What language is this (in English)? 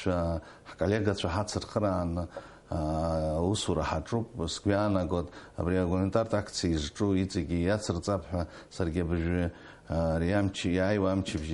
Abkhazian